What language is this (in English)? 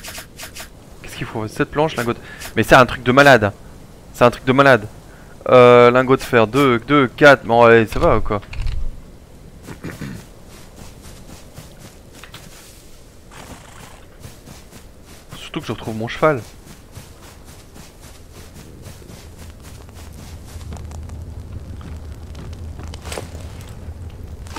French